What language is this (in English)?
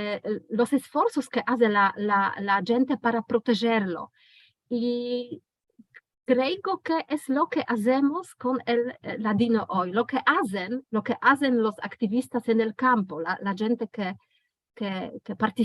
Ladino